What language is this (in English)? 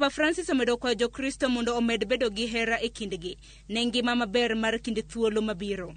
Luo (Kenya and Tanzania)